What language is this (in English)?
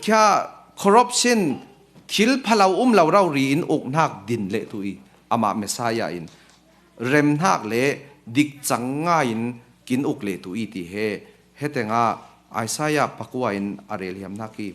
Falam Chin